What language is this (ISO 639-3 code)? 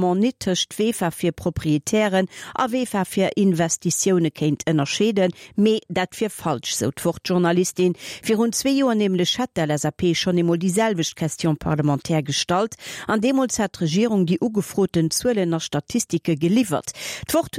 ltz